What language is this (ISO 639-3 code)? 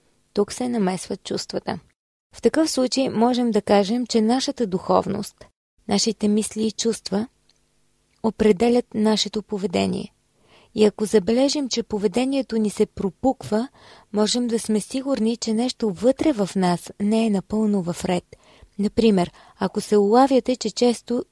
bul